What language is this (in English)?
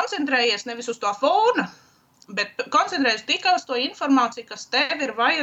Latvian